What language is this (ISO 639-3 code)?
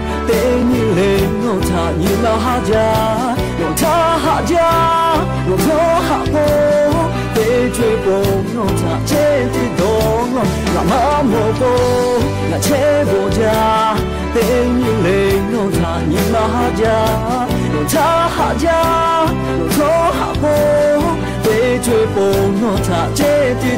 lhu